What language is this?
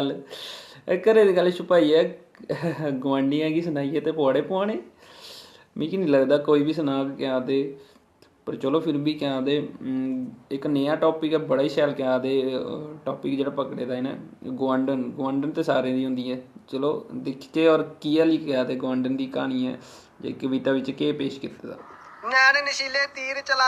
Dogri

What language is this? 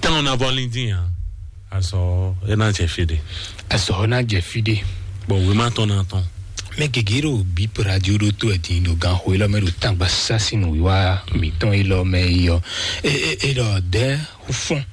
Fon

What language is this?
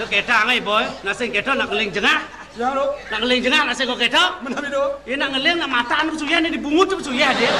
Balinese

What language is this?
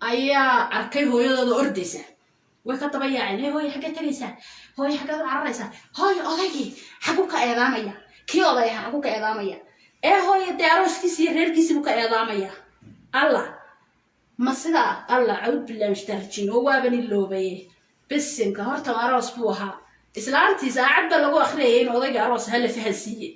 Somali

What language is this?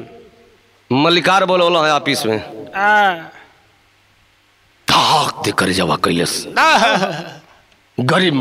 Bhojpuri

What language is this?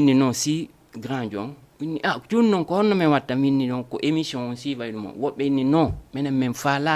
Fula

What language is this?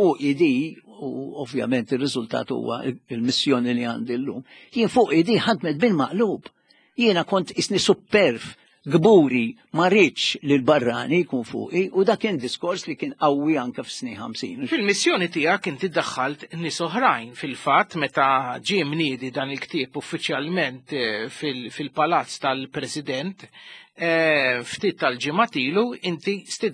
Maltese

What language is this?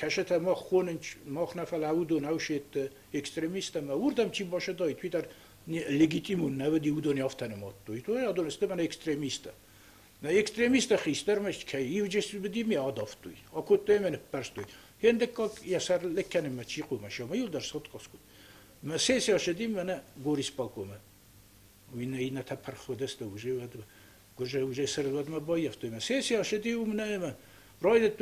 Ossetic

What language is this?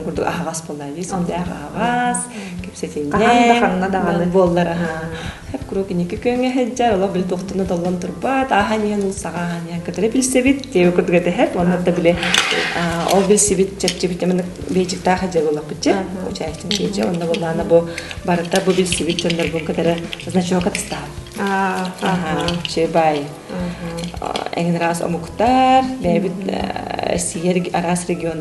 Yakut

